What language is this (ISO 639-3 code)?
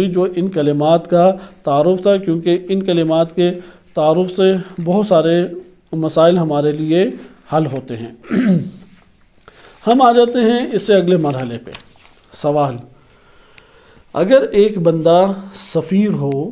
urd